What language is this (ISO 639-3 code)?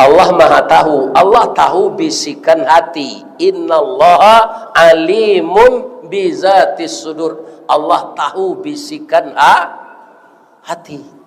min